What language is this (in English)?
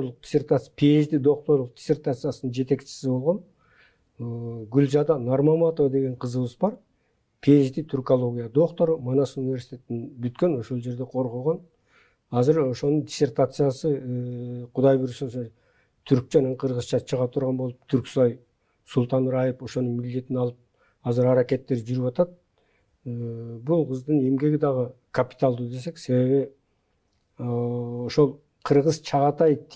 Kyrgyz